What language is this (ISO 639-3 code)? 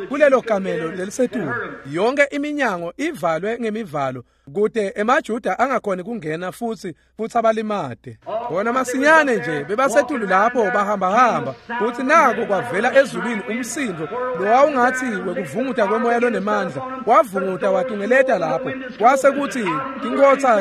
ssw